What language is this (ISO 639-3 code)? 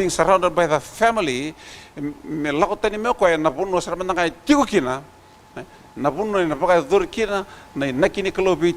fij